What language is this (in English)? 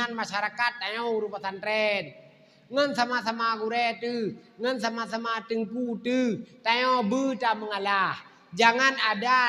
Achinese